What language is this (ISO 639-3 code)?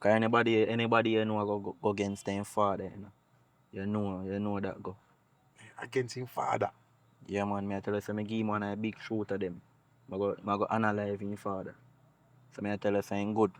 jam